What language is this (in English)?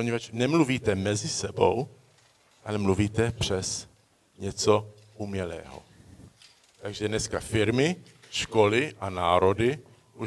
Czech